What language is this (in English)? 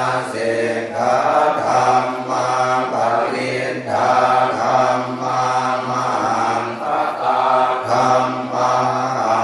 Pali